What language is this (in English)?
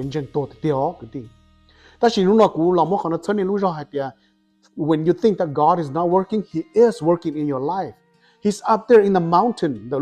Hmong